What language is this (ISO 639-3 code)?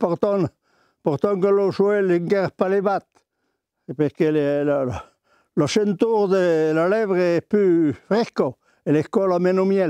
oci